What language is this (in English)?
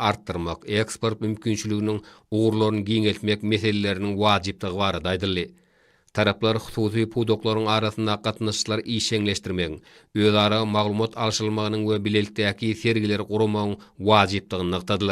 Turkmen